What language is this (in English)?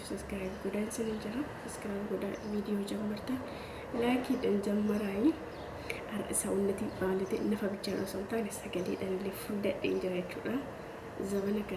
Oromo